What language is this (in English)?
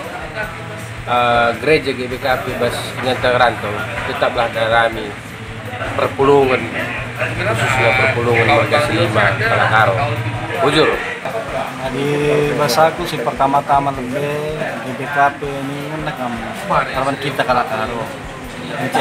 Batak Karo